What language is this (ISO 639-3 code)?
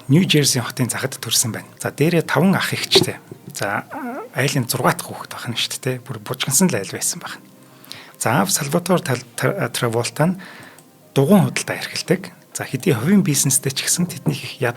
mon